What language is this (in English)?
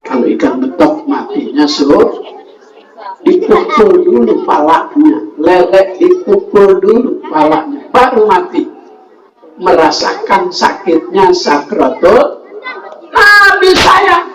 Betawi